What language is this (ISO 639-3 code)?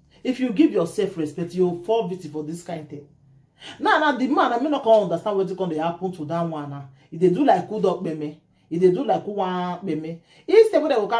pcm